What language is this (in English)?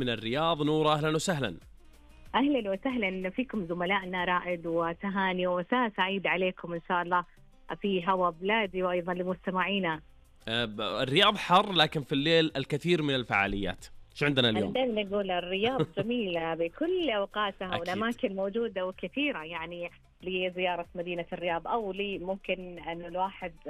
Najdi Arabic